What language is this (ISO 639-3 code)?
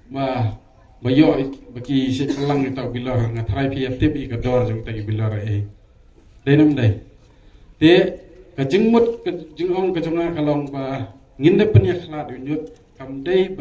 kha